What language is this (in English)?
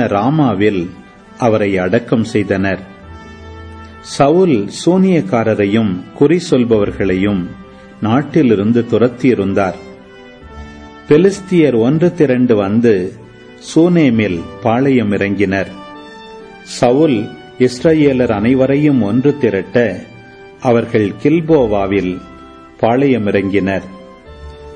Tamil